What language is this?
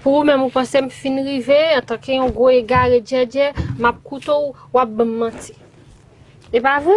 Haitian Creole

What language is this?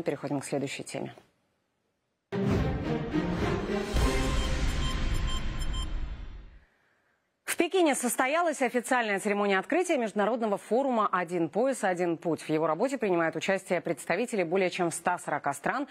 Russian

